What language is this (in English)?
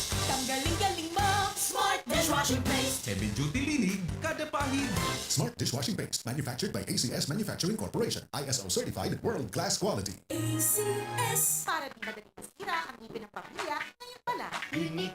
Bikol